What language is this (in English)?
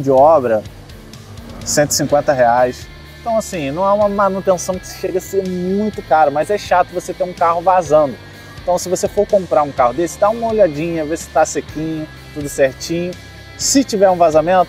Portuguese